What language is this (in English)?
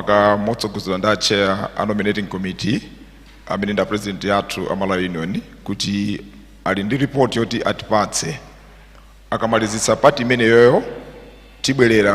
Nyanja